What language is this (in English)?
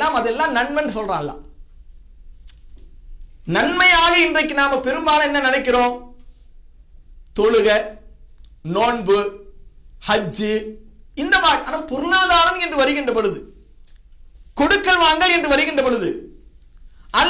Tamil